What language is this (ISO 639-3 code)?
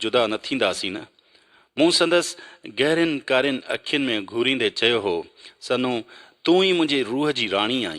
snd